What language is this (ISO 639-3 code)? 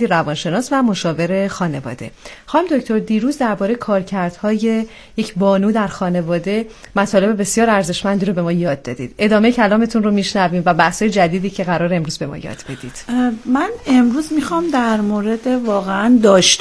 fas